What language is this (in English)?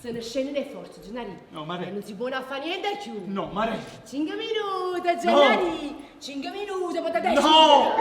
Neapolitan